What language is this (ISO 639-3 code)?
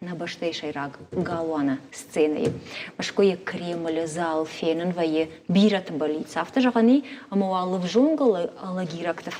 oss